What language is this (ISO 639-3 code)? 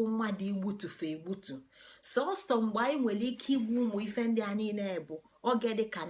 ibo